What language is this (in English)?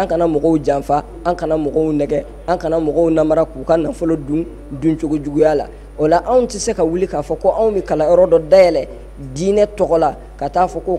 Bambara